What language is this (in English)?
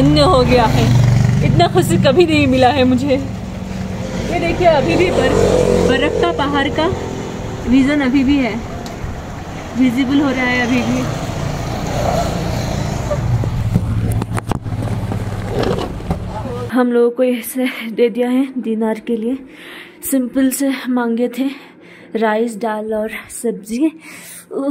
Hindi